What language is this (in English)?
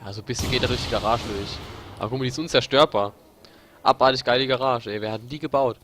Palatine German